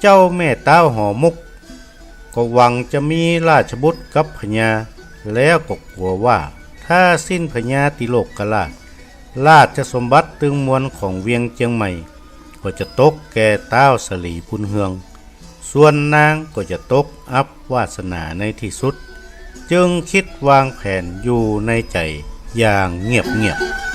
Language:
Northern Thai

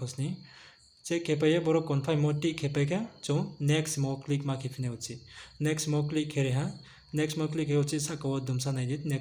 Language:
Riang (India)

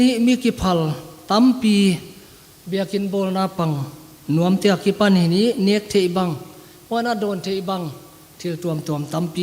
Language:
Paite Chin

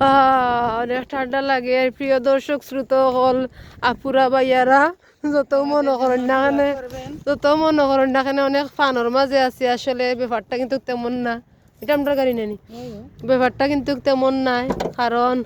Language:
Sylheti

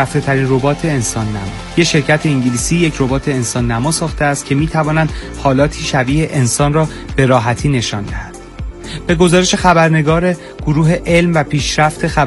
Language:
Persian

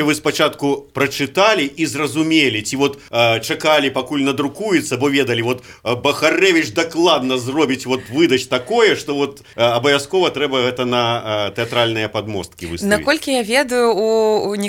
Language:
Belarusian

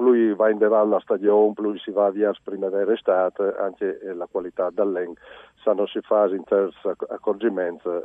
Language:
Friulian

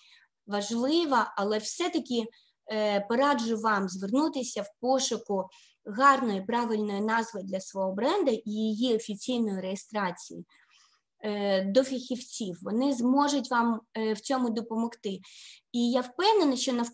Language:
Ukrainian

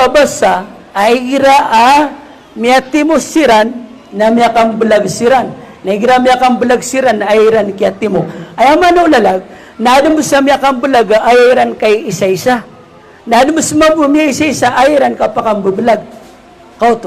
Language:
Maranao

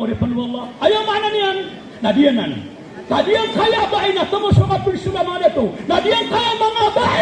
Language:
Maranao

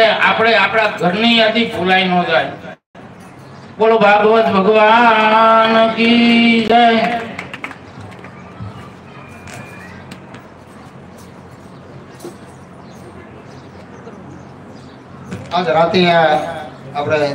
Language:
Gujarati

